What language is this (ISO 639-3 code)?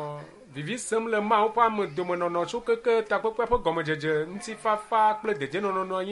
ewe